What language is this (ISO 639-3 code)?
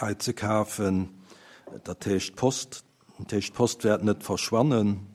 ltz